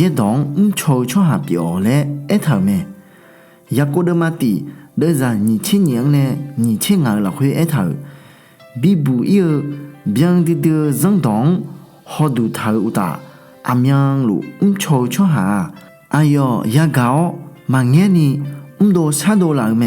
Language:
Akha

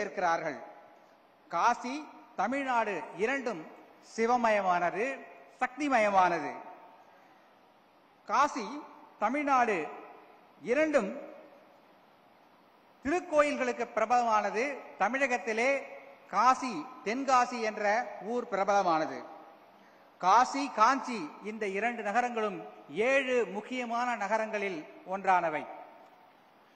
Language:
Tamil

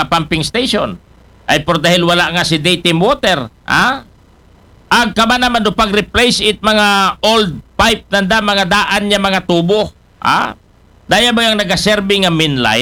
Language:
Aklanon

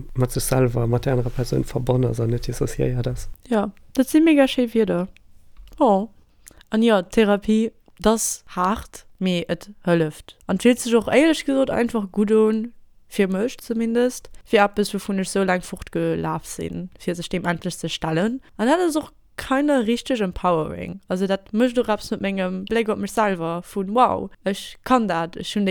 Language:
Luxembourgish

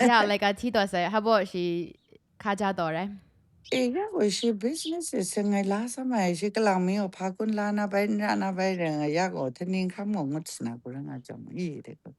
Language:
Kachin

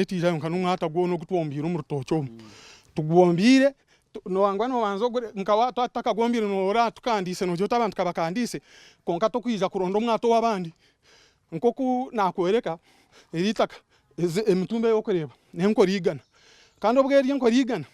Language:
Nyankole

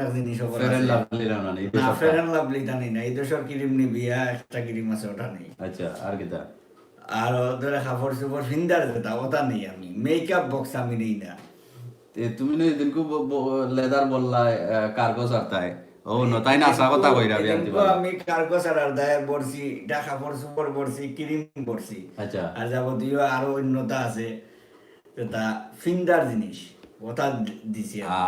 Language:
Sylheti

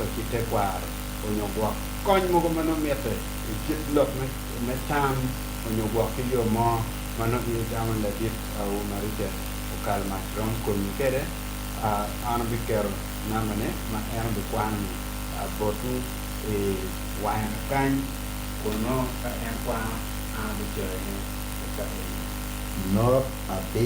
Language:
Acoli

